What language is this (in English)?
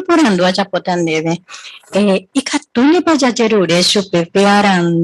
Guarani